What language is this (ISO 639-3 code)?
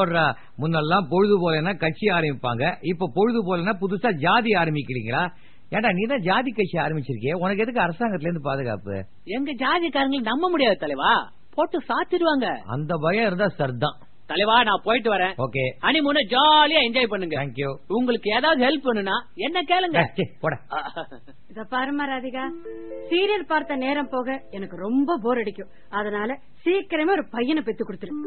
tam